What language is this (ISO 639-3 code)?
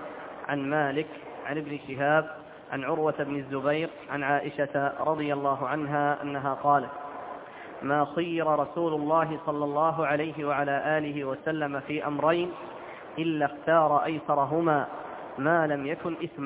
ara